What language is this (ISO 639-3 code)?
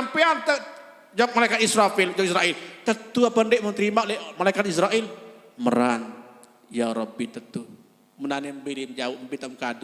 sas